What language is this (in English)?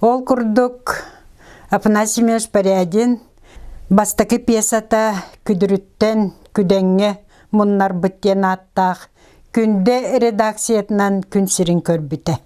Yakut